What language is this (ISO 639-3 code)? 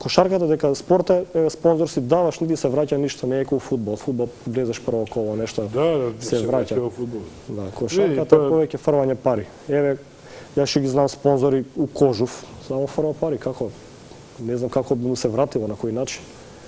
mkd